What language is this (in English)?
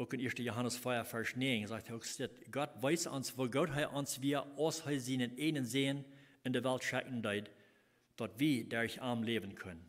Plautdietsch